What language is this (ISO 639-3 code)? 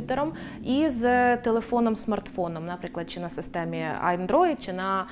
ukr